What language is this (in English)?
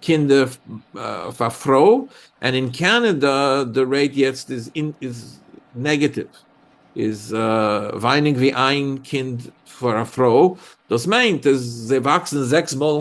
Yiddish